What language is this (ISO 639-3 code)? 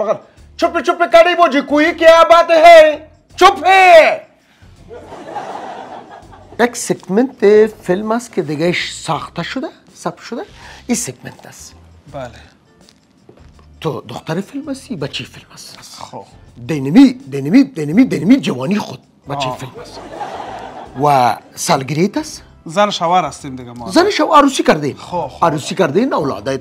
fas